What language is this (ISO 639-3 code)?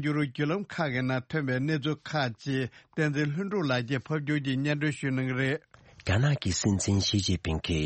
bod